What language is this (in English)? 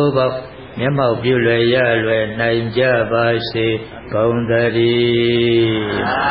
Burmese